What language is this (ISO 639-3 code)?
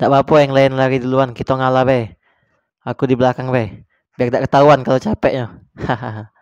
mui